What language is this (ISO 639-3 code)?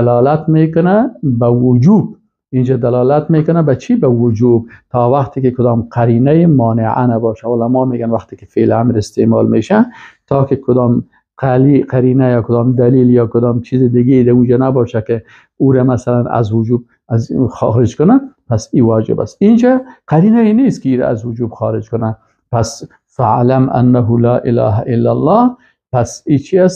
fas